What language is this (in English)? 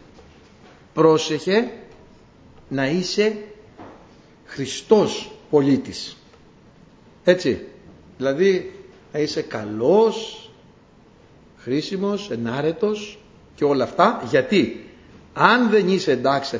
Greek